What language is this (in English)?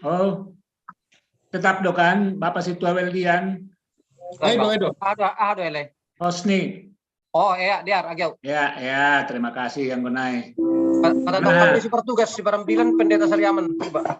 Batak Simalungun